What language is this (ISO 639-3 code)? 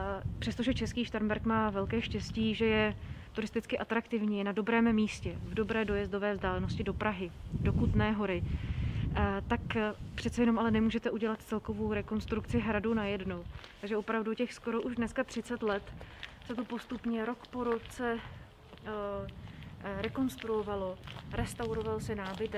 ces